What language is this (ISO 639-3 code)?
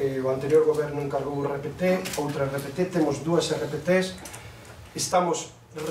glg